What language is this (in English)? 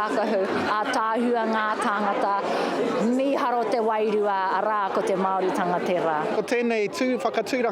Māori